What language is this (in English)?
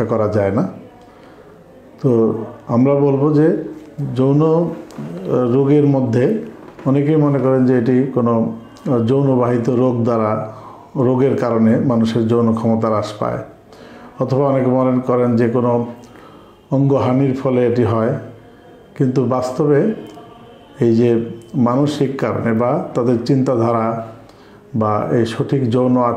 Bangla